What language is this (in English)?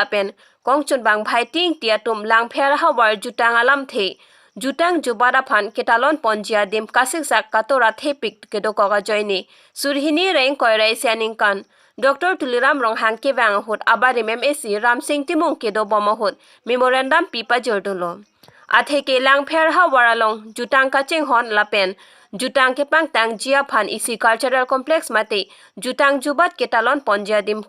Karbi